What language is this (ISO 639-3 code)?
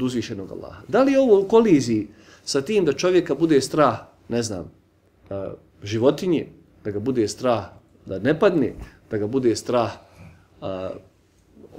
bos